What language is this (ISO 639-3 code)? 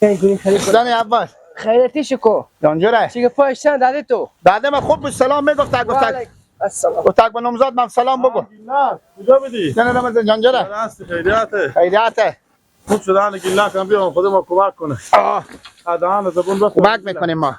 fas